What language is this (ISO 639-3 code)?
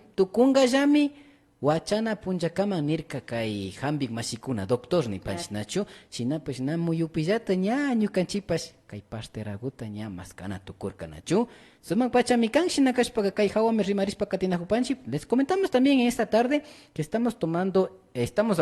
qvi